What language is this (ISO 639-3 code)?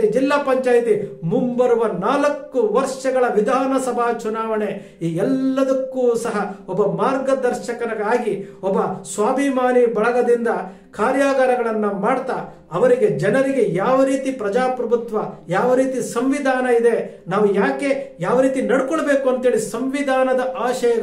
kan